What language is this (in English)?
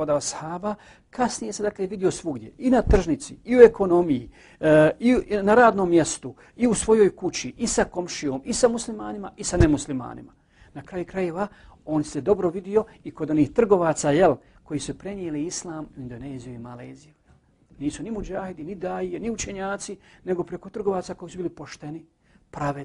Bosnian